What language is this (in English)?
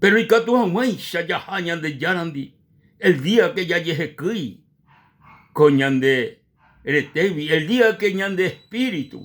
Guarani